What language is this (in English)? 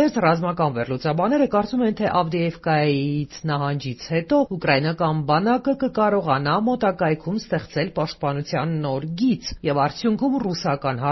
Armenian